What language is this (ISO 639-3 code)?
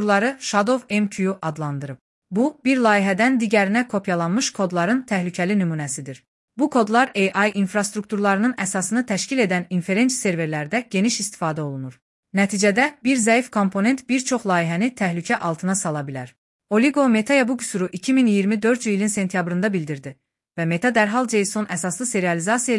aze